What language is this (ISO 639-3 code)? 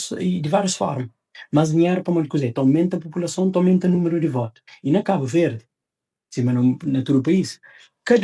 kea